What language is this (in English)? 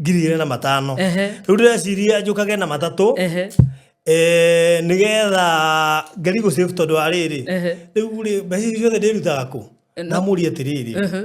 Kikuyu